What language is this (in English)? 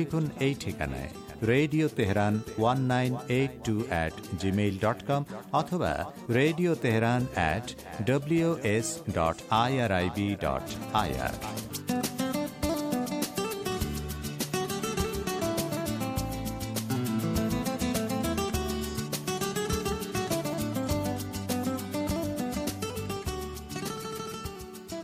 Bangla